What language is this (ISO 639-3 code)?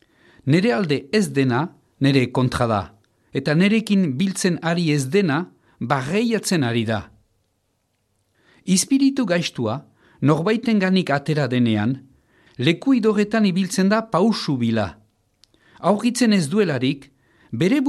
eus